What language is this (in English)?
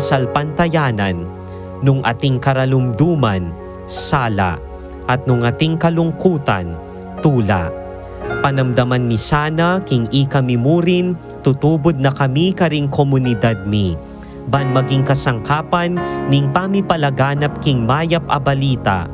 Pampanga